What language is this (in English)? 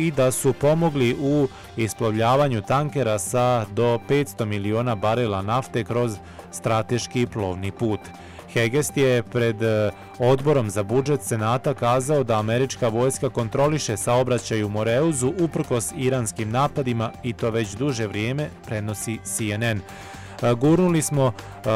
Bosnian